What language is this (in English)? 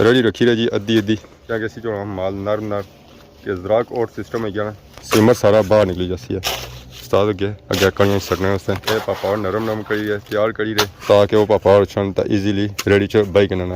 Pahari-Potwari